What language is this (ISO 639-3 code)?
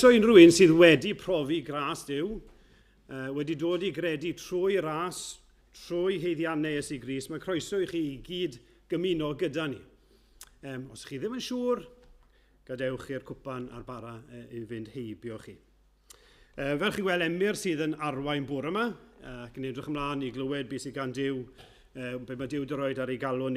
cym